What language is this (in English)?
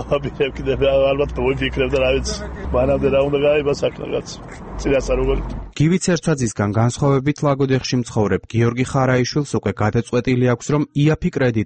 Georgian